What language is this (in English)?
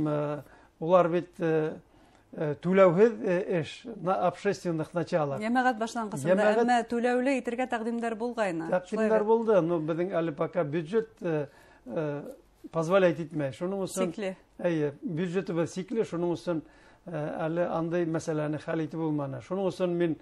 Bashkir